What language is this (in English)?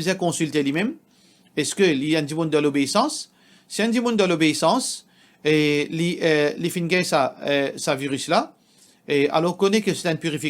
Morisyen